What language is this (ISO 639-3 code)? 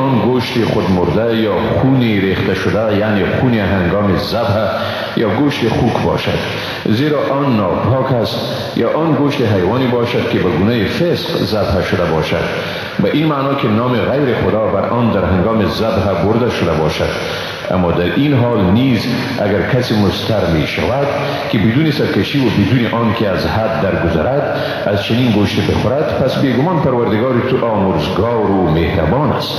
fas